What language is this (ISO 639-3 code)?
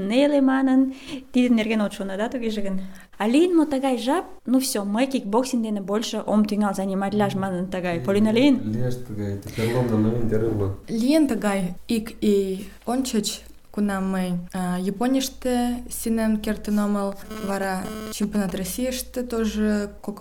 chm